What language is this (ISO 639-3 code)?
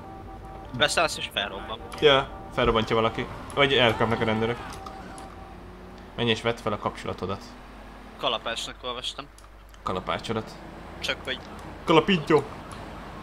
hun